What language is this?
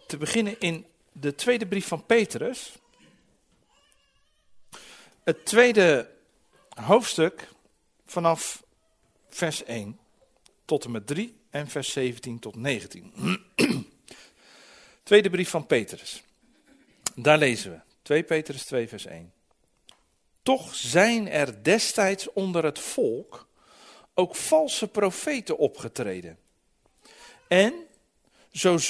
Dutch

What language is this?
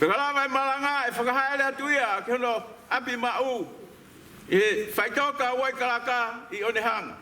Tongan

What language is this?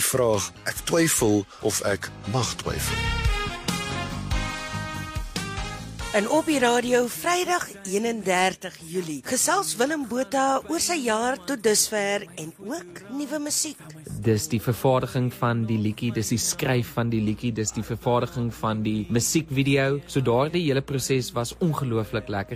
Afrikaans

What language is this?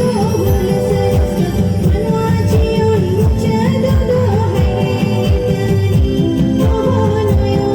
Santali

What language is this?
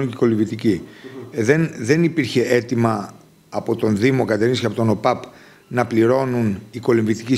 Greek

